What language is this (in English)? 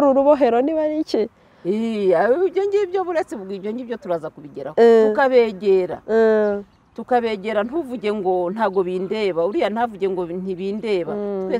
Kinyarwanda